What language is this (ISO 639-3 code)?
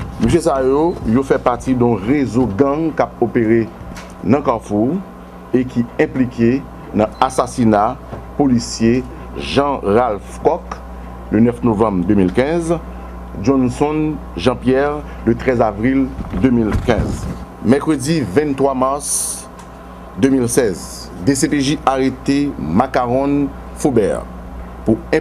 hat